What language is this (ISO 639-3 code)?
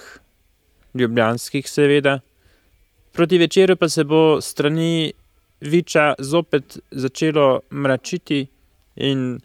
slv